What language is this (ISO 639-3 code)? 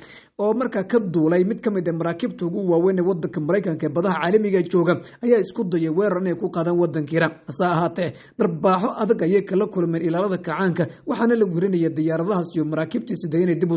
som